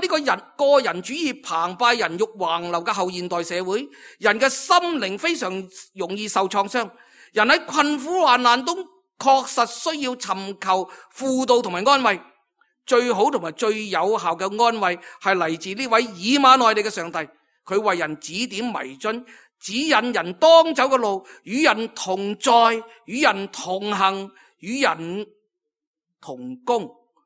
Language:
Cantonese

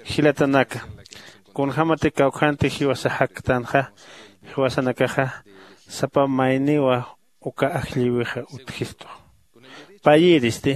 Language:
Aymara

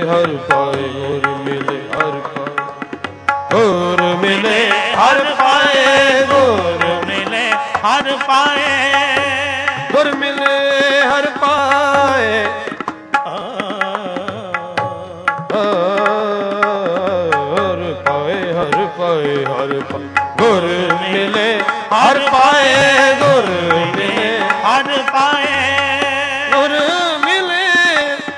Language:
Punjabi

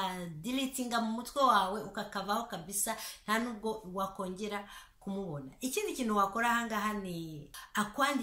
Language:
Kinyarwanda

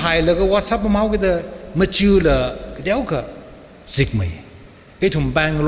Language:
Tangkhul Naga (India)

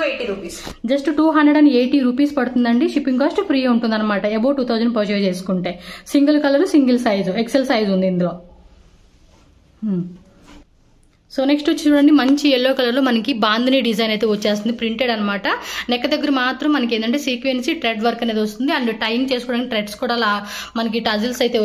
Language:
Telugu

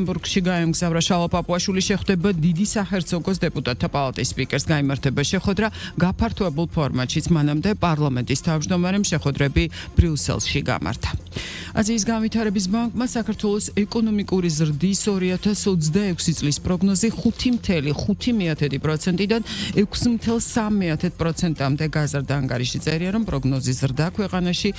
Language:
Georgian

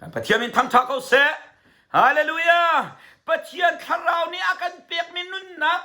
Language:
Hakha Chin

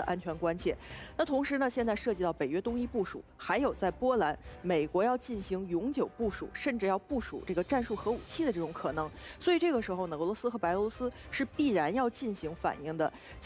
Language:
Chinese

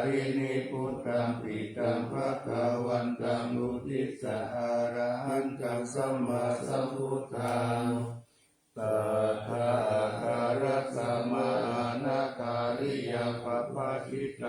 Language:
Pali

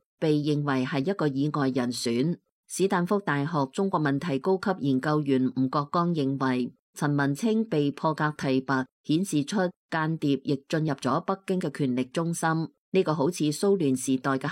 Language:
Cantonese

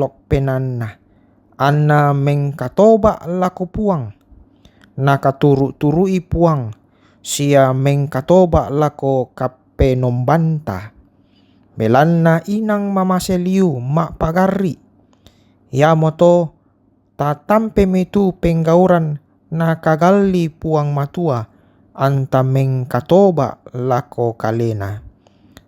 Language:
Toraja-Sa'dan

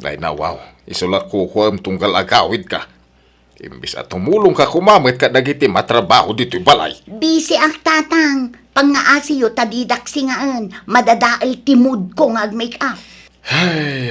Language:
Iloko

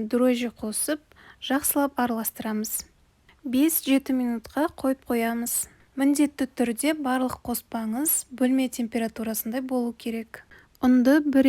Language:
Kazakh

